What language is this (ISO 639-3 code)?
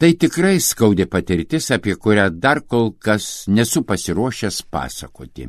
lit